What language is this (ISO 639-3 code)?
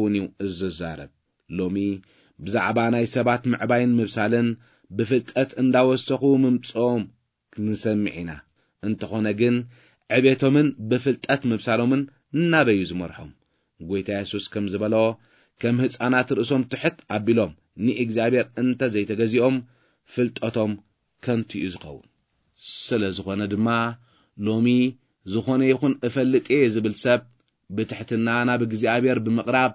tir